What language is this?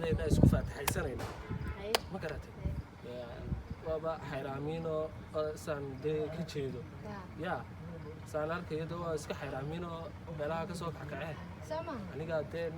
Somali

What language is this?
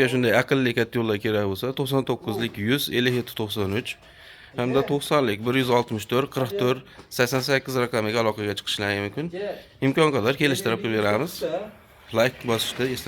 Uzbek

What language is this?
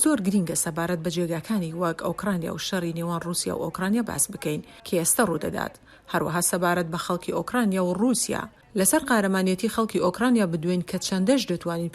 Central Kurdish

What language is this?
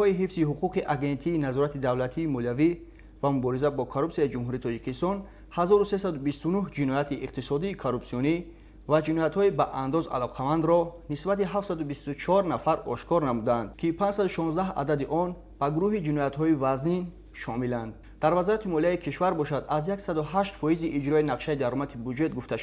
Tajik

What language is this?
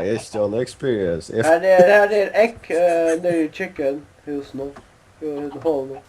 Faroese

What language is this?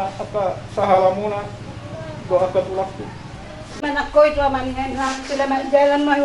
Batak Toba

